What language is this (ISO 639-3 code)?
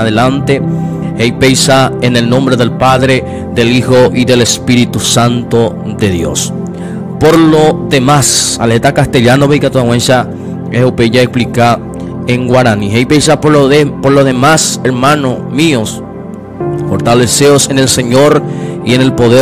grn